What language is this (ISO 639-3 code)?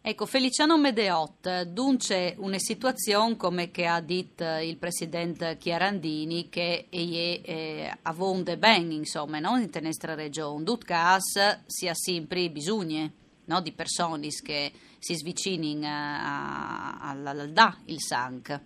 fur